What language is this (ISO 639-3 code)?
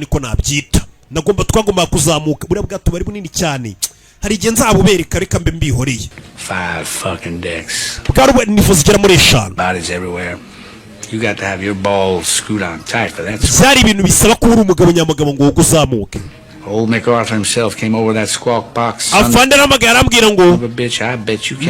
kin